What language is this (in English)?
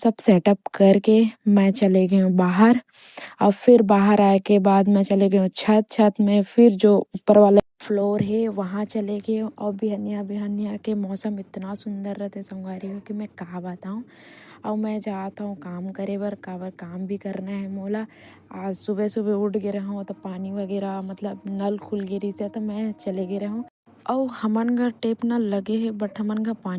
Chhattisgarhi